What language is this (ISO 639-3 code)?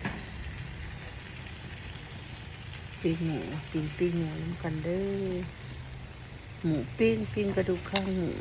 lao